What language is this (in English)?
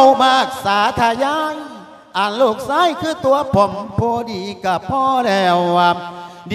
Lao